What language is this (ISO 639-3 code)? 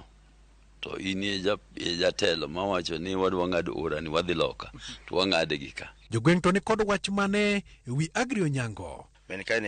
luo